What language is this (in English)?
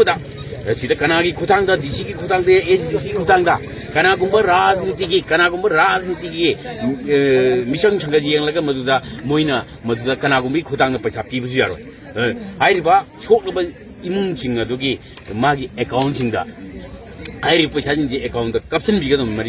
Manipuri